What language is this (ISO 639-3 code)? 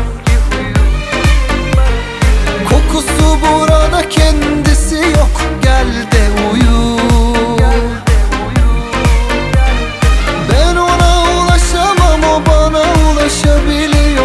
tur